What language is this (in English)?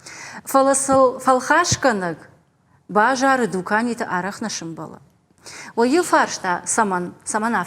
Ossetic